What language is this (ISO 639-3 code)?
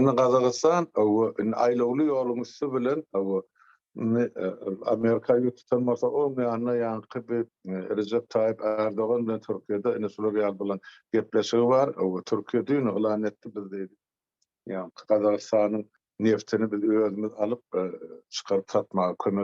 tuk